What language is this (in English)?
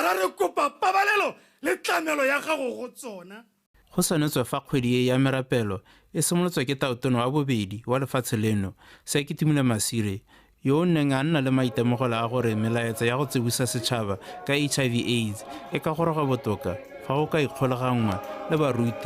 Tswana